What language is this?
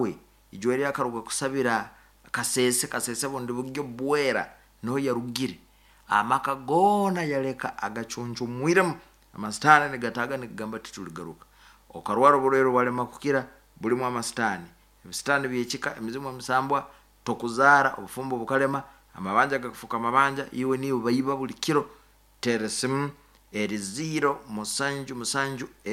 Nyankole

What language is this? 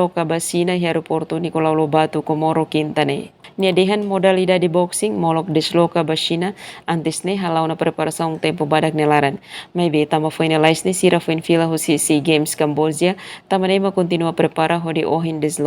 Tetum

